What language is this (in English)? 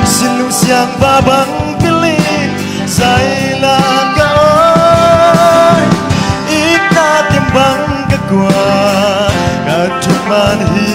Tedim Chin